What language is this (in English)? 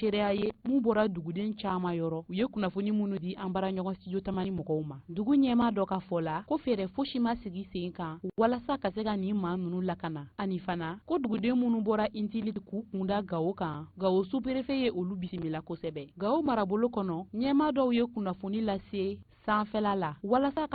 Bambara